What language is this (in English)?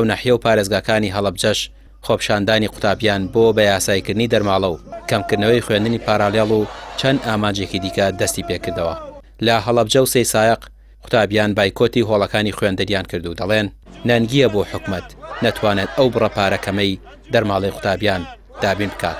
Central Kurdish